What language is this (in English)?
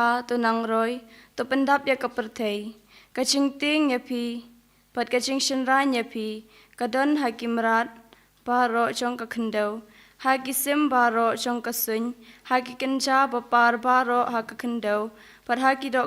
Khasi